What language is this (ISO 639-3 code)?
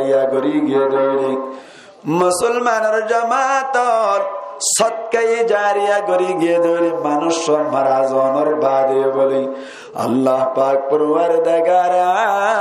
rhg